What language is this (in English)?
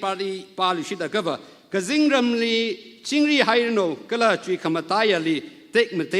Tangkhul Naga (India)